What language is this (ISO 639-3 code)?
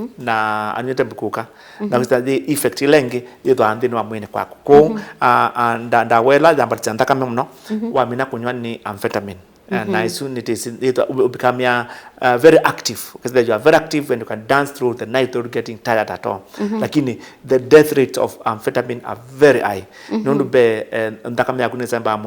kam